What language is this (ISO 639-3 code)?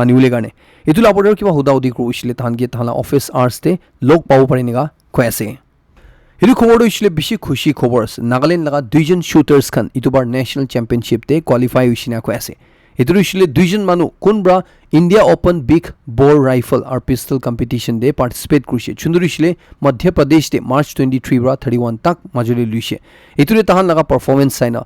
nag